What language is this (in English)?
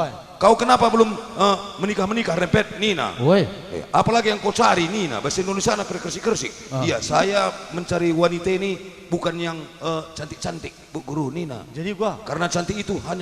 Batak Karo